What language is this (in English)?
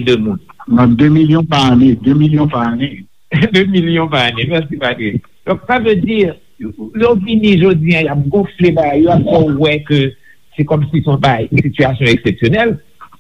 Haitian Creole